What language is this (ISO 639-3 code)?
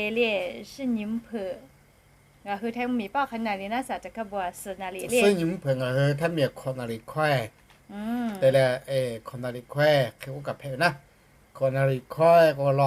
lhu